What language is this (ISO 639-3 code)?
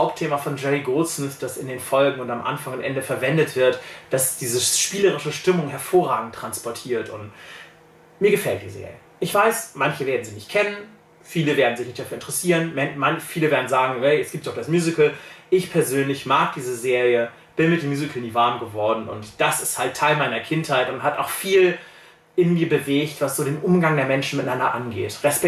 deu